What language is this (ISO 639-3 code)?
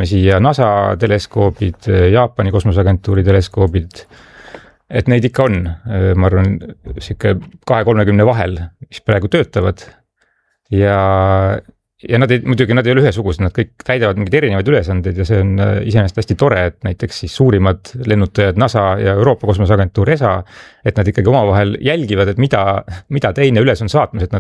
est